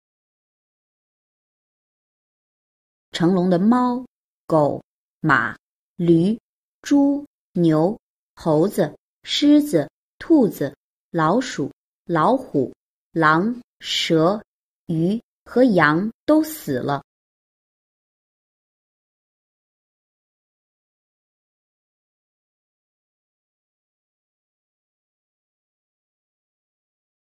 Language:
Chinese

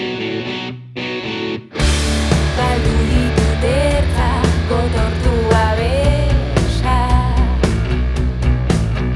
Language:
Basque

